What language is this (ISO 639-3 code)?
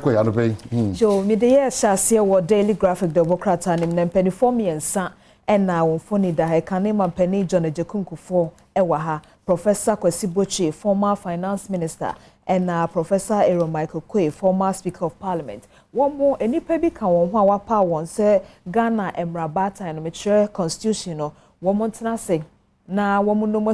aka